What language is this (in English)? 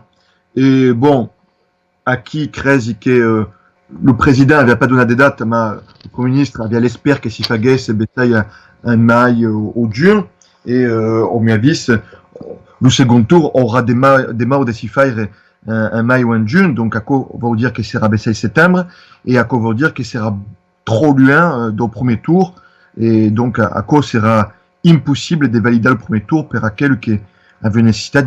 Occitan